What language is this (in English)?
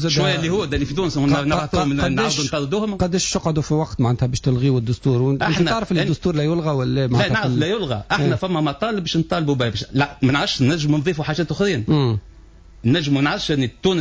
Tunisian Arabic